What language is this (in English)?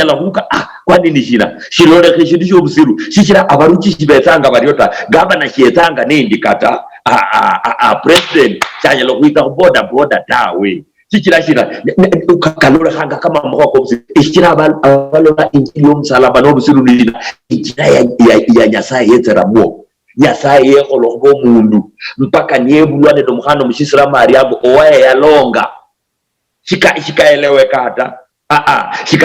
Luyia